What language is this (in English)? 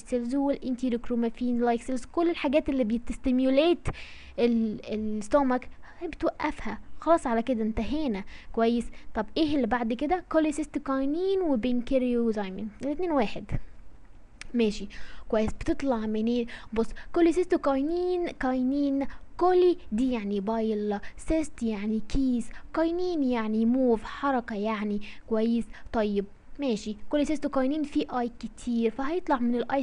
Egyptian Arabic